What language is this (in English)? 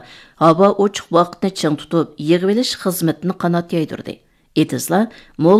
Uyghur